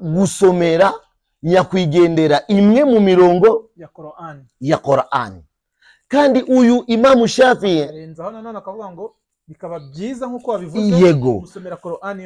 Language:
Kinyarwanda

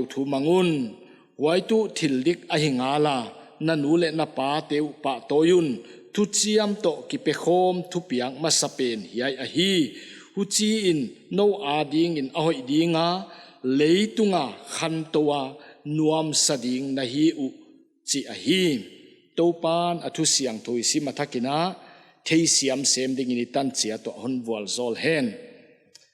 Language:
Paite Chin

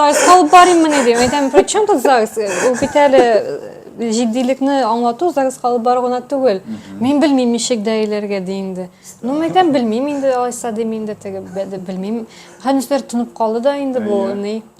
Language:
Tatar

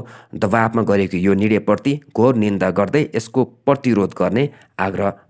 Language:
Nepali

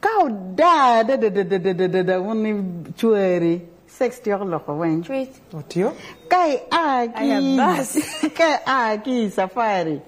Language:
Lango (Uganda)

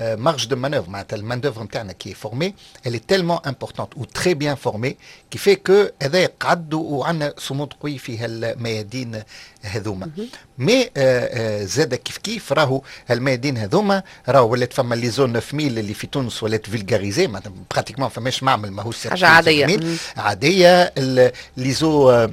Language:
Tunisian Arabic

